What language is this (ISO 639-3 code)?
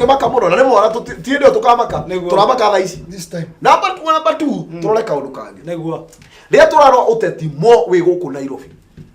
kik